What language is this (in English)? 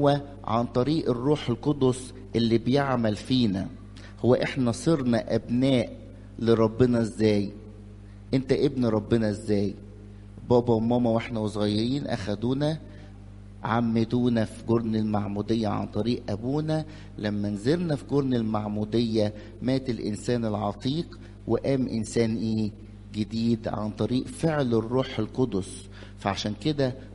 Egyptian Arabic